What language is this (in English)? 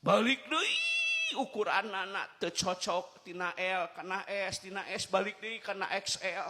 Sundanese